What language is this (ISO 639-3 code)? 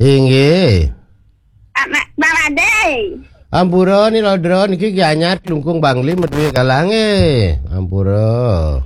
ban